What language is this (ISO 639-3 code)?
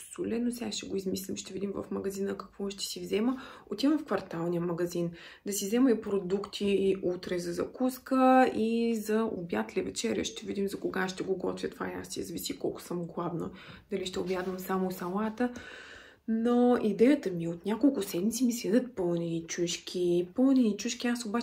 bul